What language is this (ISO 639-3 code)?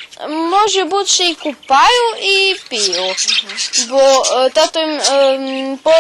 rue